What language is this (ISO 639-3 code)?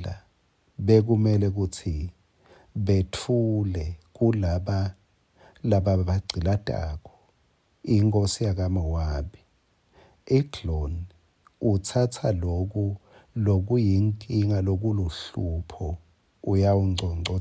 ssw